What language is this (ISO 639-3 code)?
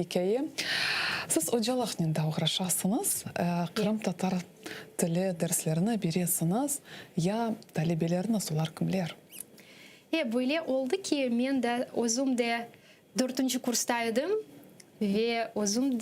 crh